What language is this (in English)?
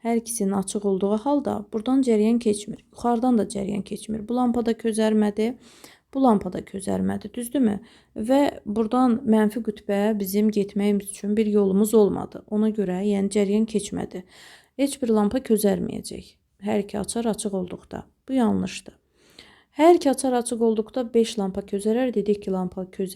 Azerbaijani